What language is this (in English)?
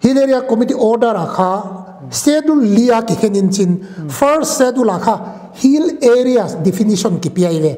Paite Chin